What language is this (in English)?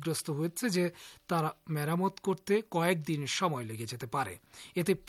Bangla